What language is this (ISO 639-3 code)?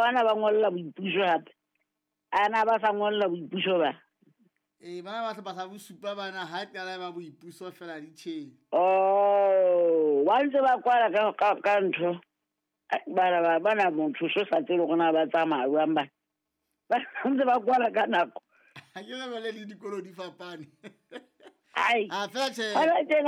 sot